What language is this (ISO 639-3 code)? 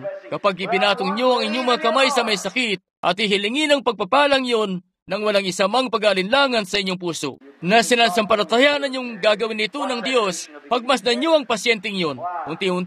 fil